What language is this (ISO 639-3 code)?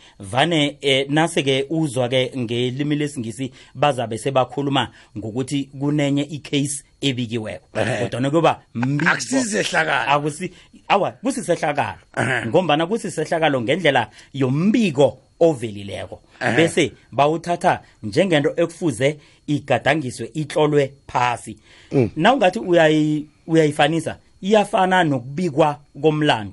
nbl